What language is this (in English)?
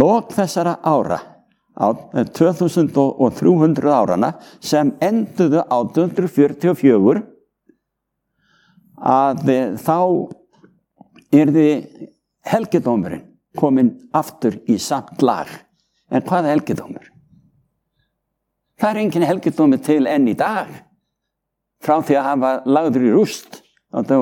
Icelandic